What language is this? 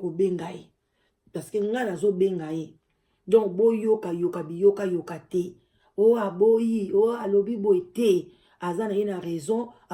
Lingala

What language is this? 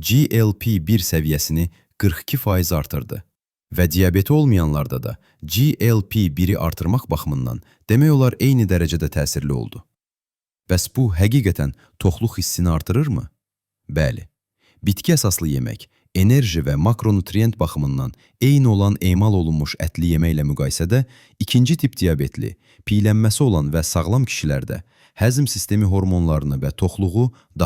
Azerbaijani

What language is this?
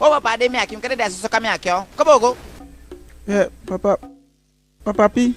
Eastern Maroon Creole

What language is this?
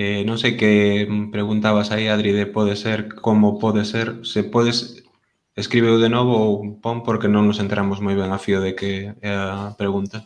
Galician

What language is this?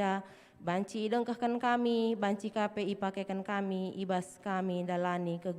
Batak Karo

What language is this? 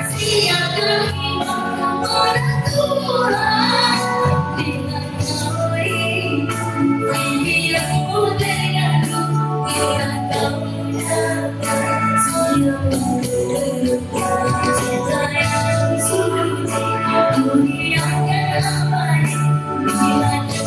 Malay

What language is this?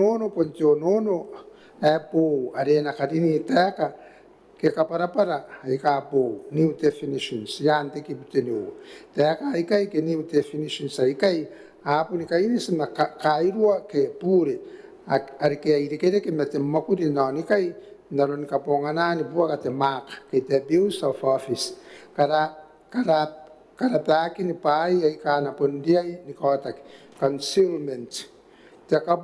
Gilbertese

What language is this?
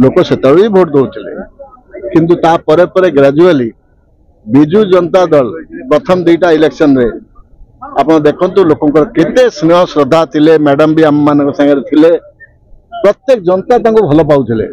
Odia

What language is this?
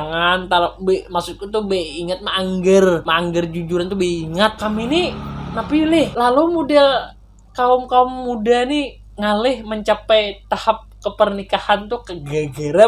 Banjar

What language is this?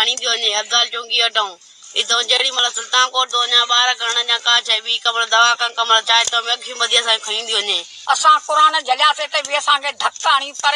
Sindhi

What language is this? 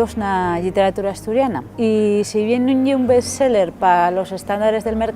Asturian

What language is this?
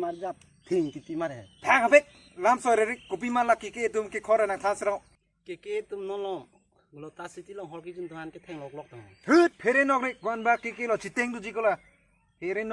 Karbi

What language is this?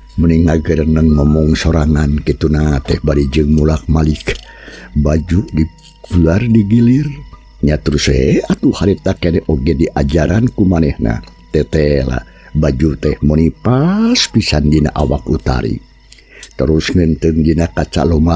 Sundanese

